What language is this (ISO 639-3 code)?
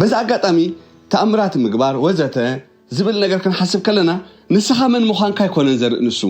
tir